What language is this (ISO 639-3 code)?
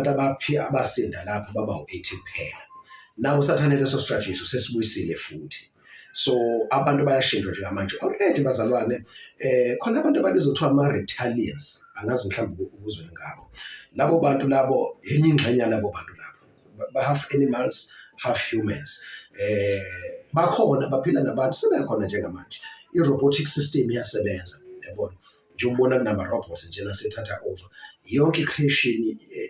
zul